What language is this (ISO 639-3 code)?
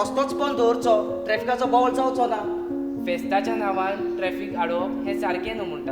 kok